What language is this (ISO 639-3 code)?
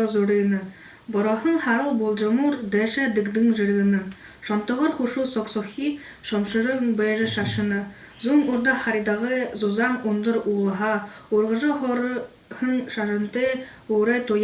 bua